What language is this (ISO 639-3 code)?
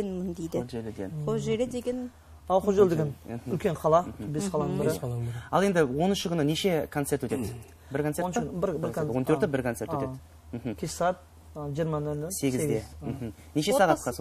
kaa